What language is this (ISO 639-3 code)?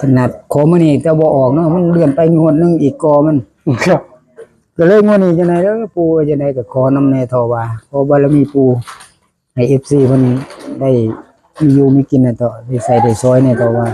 tts